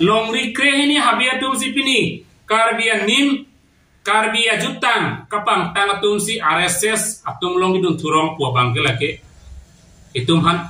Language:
Karbi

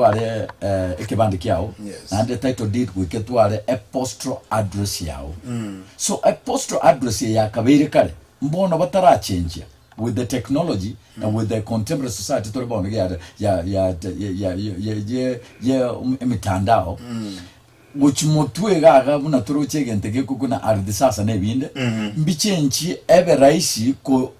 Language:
Gusii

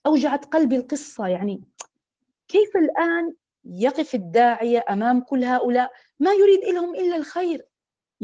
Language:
Arabic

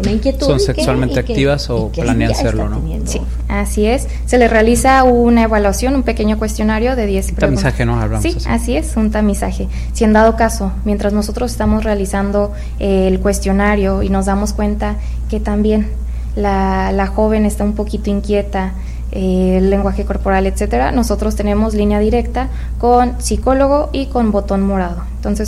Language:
Spanish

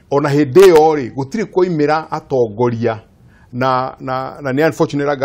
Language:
Kikuyu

